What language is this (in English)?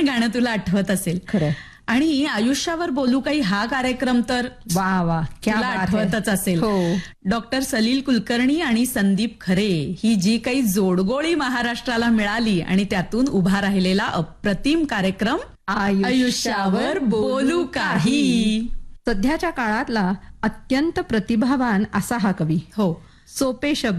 Marathi